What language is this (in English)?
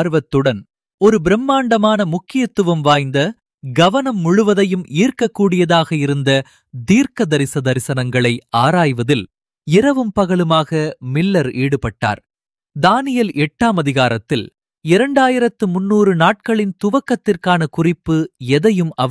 Tamil